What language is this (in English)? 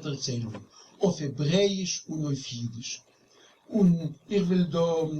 Yiddish